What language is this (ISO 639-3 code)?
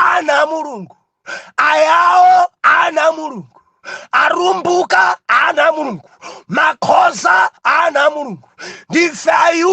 nya